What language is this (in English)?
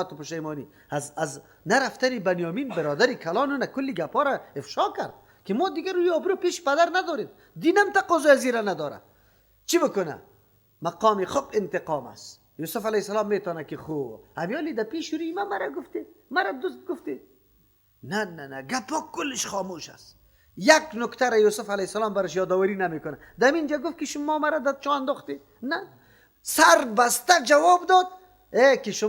Persian